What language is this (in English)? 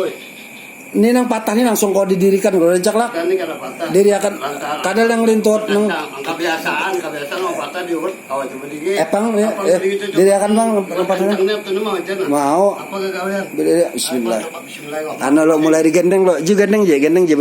Banjar